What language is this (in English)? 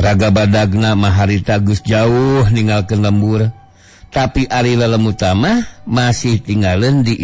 Sundanese